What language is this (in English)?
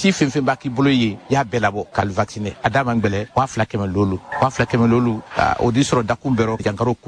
Bambara